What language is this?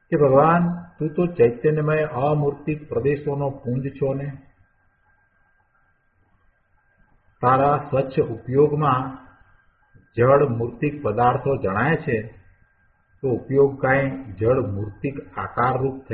Gujarati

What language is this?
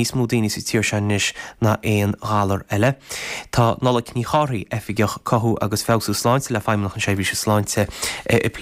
Irish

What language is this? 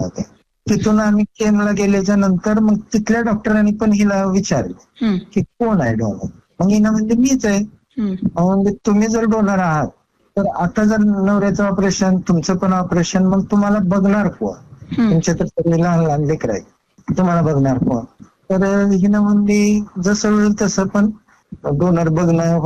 Marathi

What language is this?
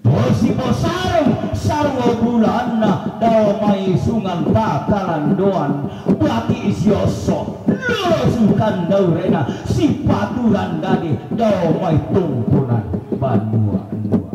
Toraja-Sa'dan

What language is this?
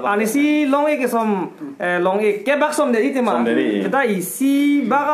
Karbi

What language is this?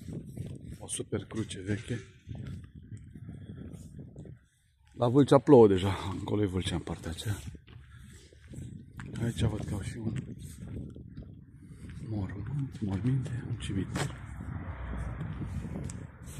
Romanian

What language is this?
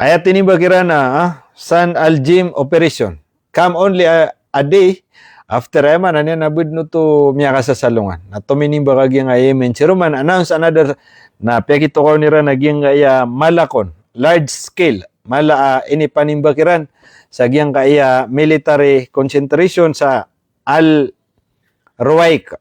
Maranao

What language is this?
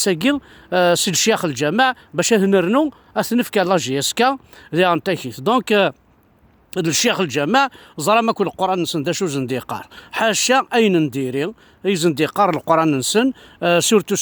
Kabyle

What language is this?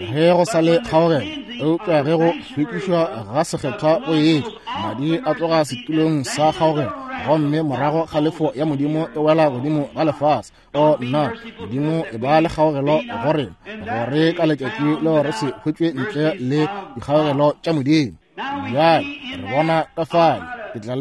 Northern Sotho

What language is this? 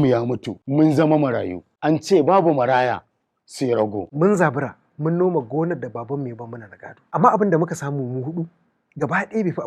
Hausa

